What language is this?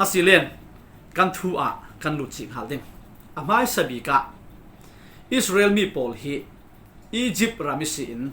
Falam Chin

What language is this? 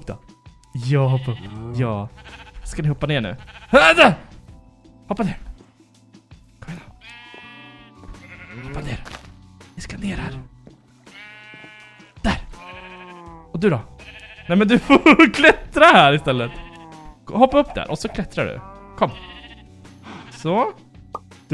Swedish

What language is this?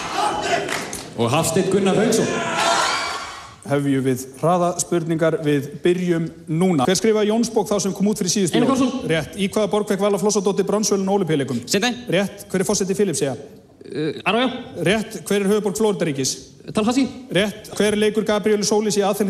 Icelandic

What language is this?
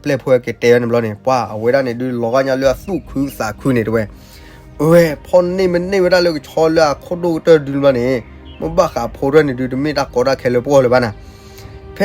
S'gaw Karen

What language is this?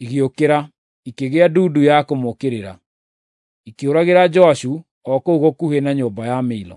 Kikuyu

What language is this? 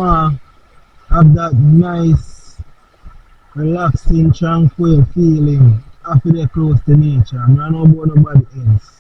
Jamaican Creole English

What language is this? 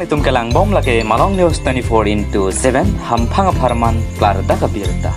Karbi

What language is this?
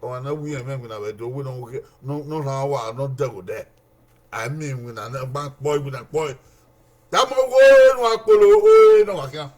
Bini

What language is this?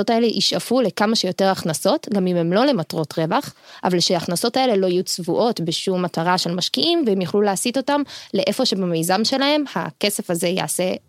Hebrew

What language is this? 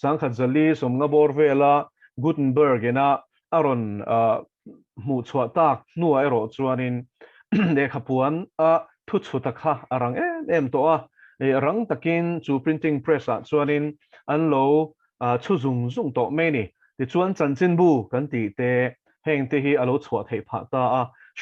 Mizo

